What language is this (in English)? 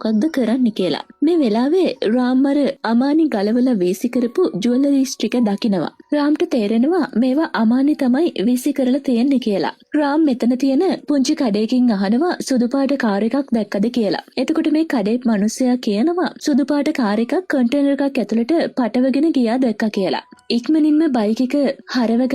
Sinhala